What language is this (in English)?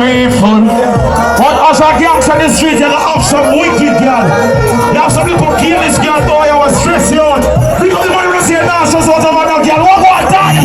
Jamaican Creole English